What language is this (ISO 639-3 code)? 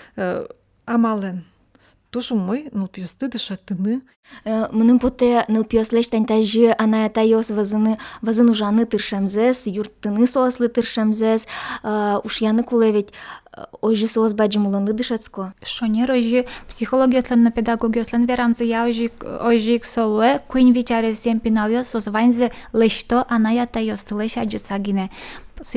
udm